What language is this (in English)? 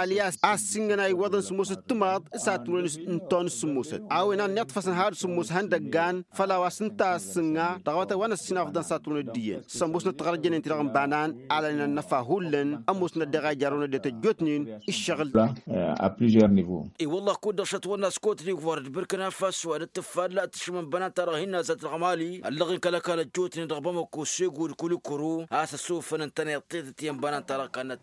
Tamasheq